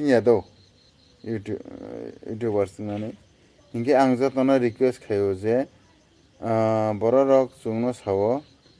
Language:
Kok Borok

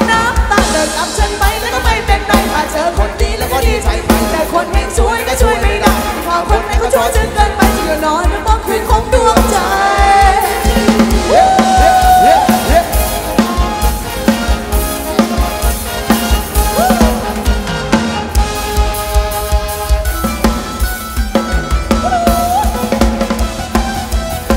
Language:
Thai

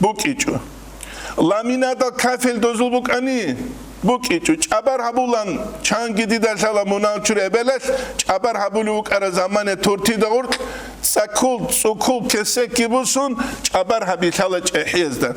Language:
Avaric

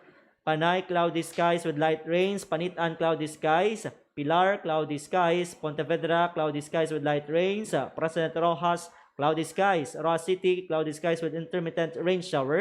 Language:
Hiligaynon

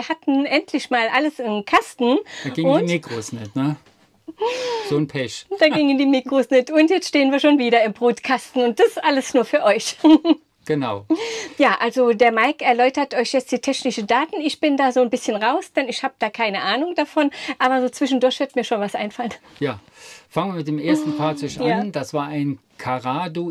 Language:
German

